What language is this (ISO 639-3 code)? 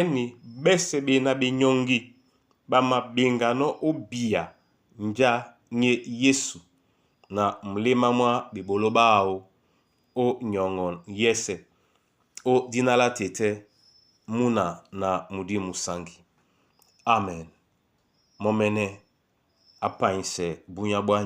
dua